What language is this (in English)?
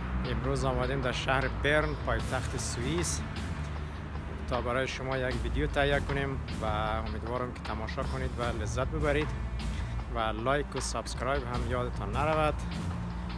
Persian